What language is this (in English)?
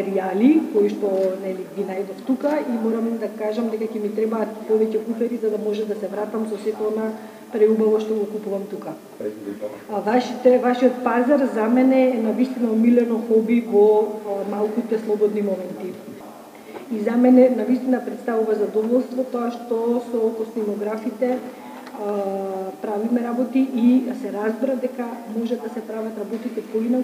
Macedonian